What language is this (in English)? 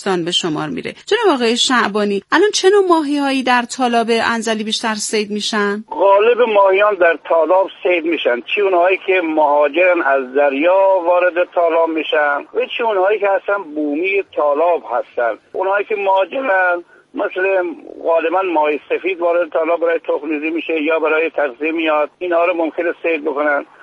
Persian